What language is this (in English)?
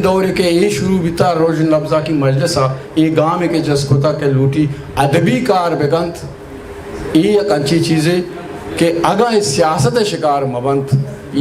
Eastern Balochi